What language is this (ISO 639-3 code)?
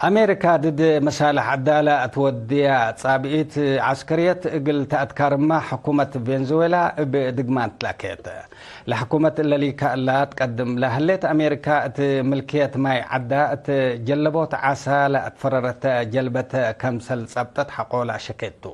tig